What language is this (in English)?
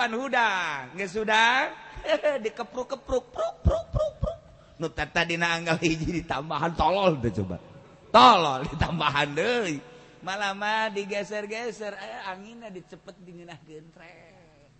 Sundanese